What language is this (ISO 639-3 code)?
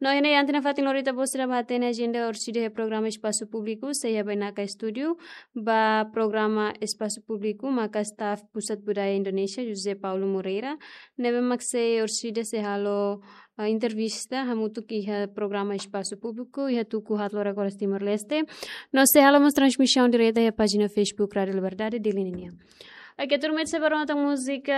tet